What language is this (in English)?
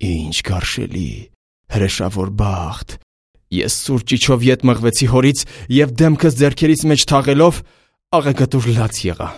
Armenian